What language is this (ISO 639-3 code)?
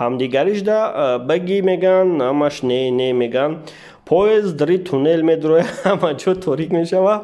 tgk